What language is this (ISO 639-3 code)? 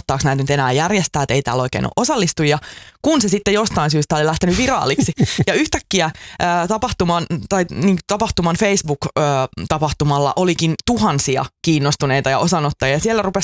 fin